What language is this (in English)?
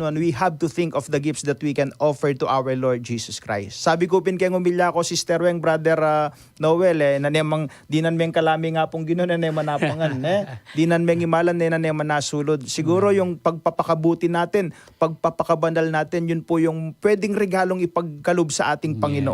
Pampanga